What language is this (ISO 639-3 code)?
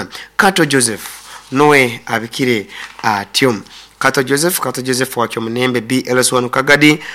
nyo